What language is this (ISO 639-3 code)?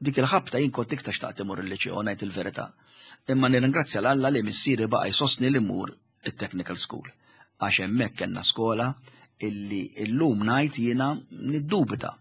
mlt